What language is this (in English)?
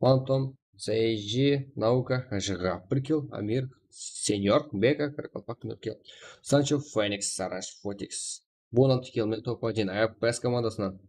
Kara-Kalpak